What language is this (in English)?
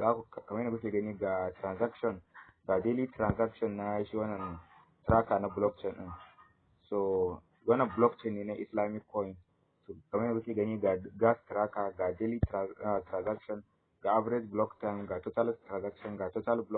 Hausa